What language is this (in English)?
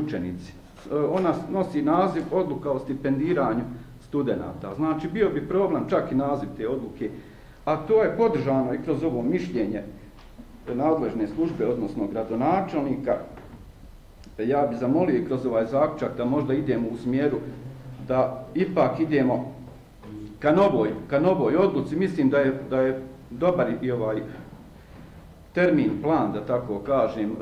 Bosnian